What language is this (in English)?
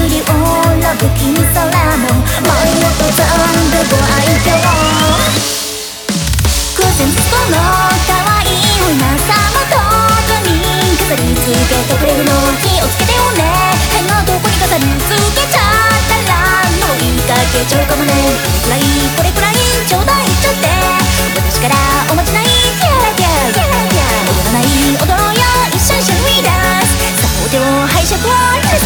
Japanese